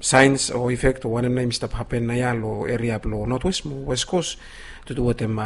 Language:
Bislama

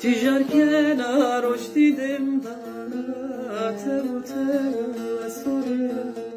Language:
Zaza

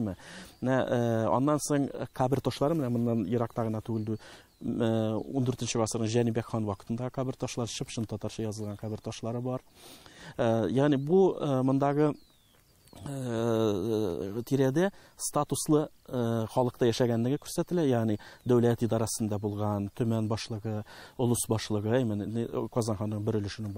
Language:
Tatar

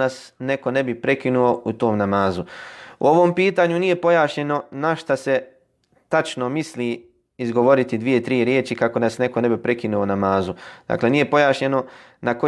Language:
Bosnian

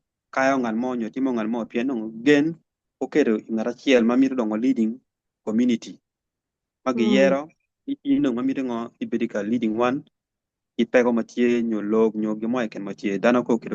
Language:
Acoli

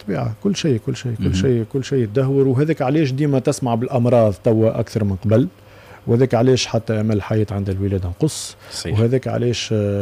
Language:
Tunisian Arabic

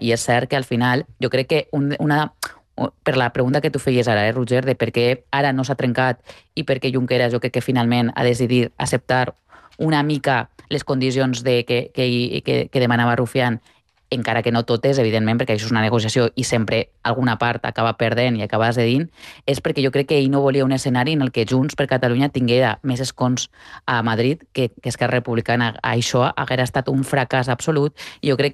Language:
Catalan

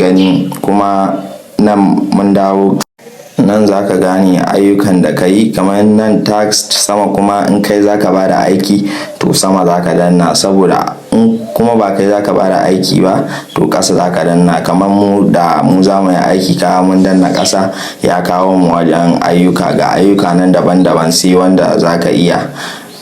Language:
Hausa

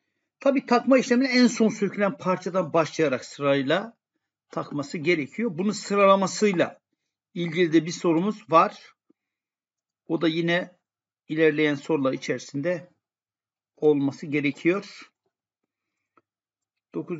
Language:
Turkish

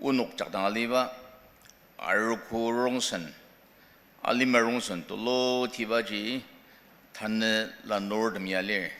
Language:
Ao Naga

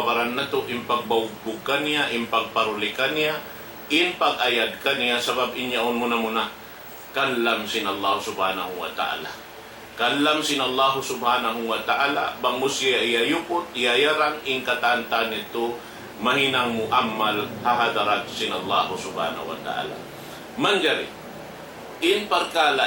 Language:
Tausug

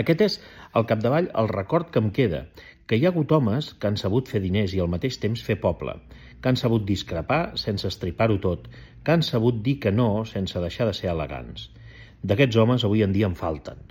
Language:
Catalan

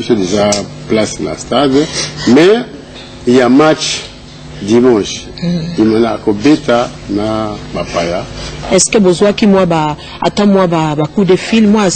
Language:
Lingala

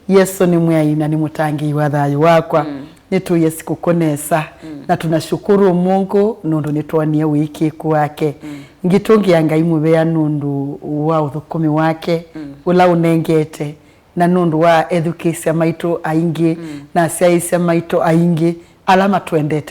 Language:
Kamba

